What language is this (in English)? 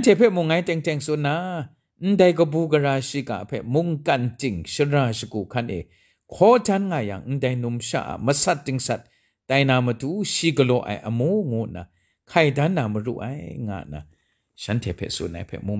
Kachin